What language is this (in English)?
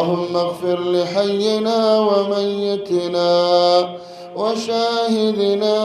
Pashto